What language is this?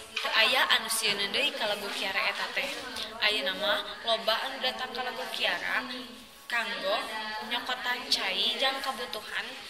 Sundanese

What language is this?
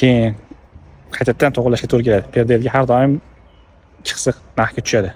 Uzbek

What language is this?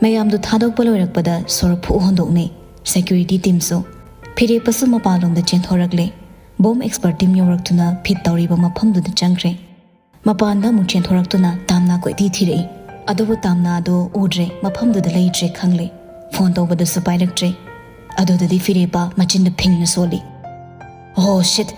Manipuri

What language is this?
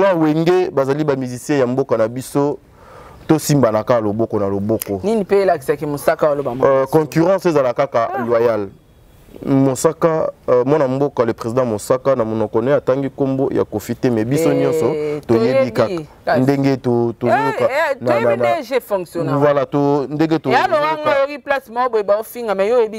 Lingala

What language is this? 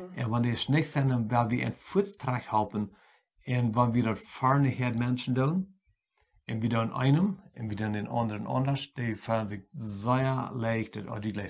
Plautdietsch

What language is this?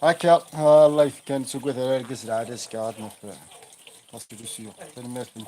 Kabyle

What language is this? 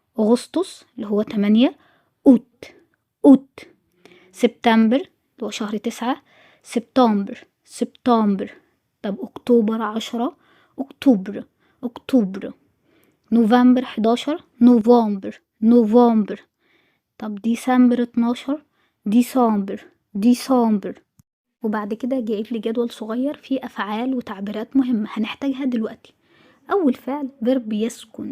Egyptian Arabic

